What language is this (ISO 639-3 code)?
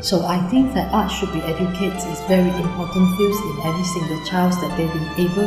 eng